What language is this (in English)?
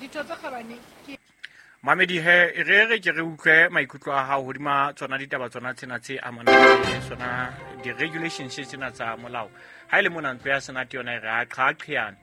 Southern Sotho